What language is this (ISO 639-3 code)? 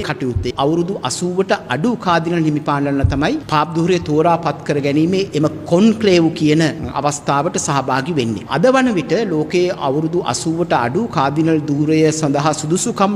sin